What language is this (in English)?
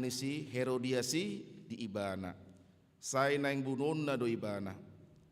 Batak Toba